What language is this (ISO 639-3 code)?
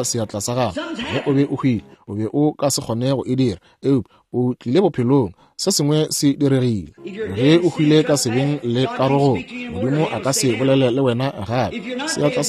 nso